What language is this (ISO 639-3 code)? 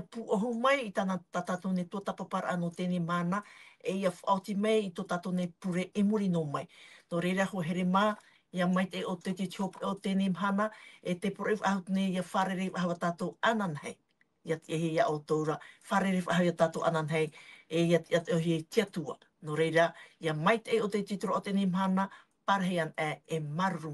tah